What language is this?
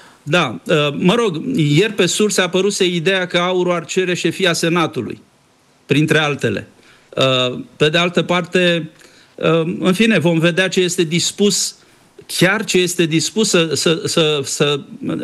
Romanian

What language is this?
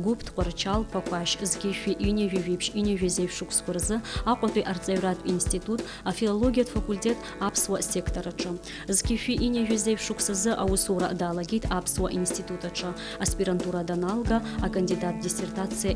Abkhazian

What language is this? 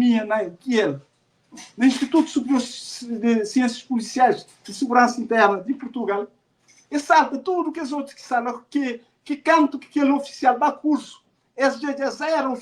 Kabuverdianu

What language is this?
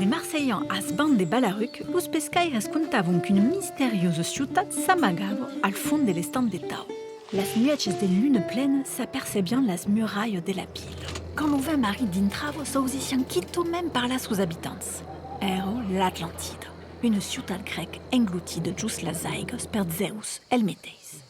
Occitan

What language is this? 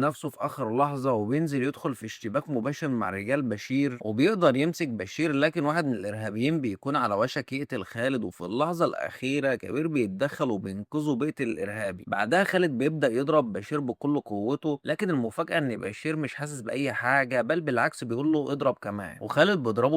Egyptian Arabic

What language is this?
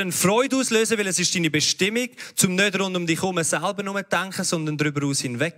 Swiss German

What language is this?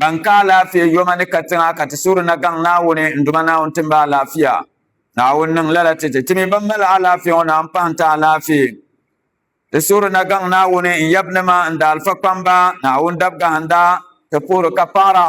Dagbani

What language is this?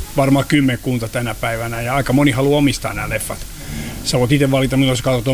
Finnish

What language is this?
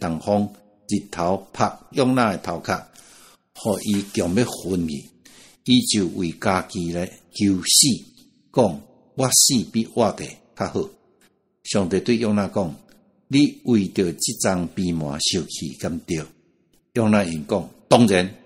Min Nan Chinese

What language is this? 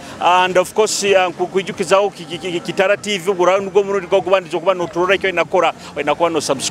Nyoro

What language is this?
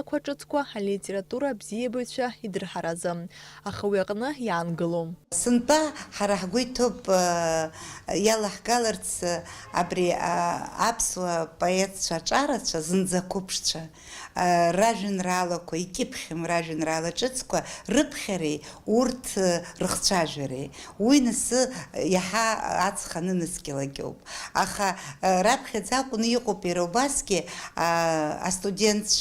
Abkhazian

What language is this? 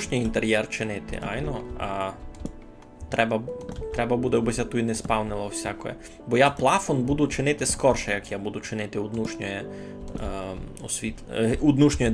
Rusyn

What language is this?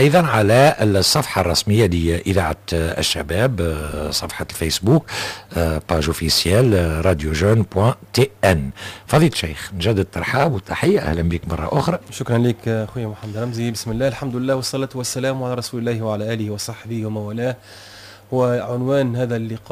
Tunisian Arabic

